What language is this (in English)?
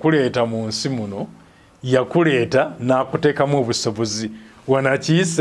Ganda